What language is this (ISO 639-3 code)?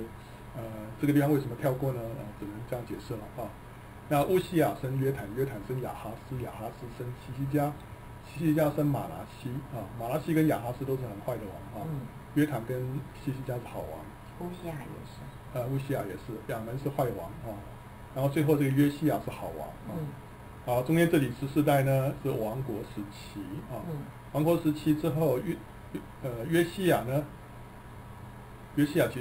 zho